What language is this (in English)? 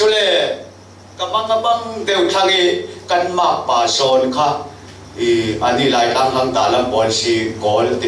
Falam Chin